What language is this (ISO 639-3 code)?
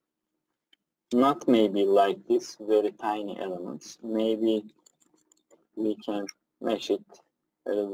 eng